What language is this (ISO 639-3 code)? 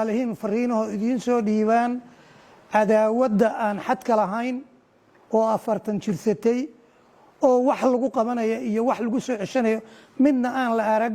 som